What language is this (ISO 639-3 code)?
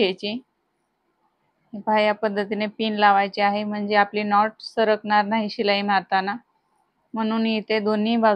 mar